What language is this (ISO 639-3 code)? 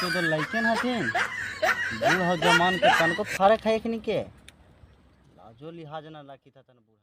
mag